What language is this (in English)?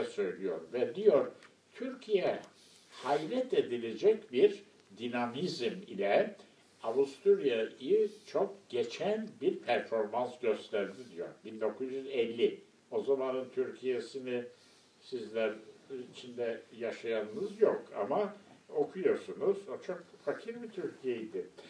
Turkish